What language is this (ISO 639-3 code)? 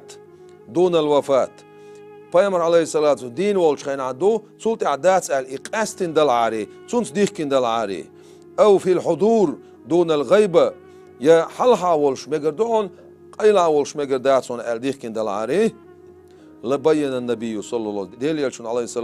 che